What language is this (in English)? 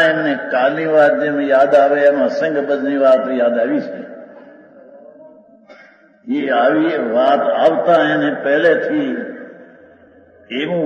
Gujarati